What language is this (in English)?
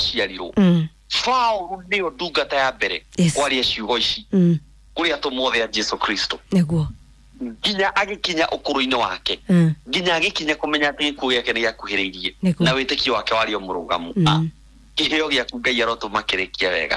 Kikuyu